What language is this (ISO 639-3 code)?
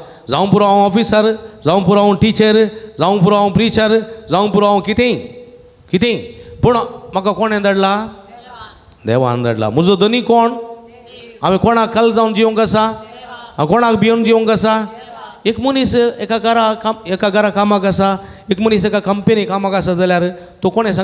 kok